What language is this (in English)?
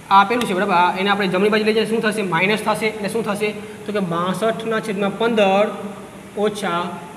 Gujarati